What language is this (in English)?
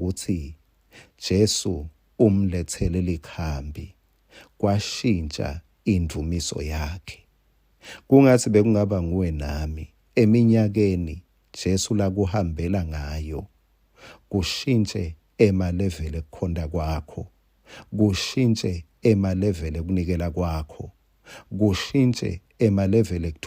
Swati